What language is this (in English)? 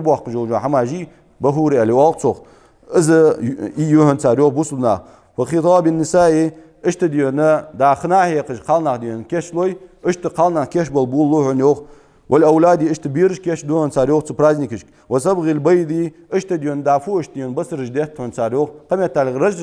Ingush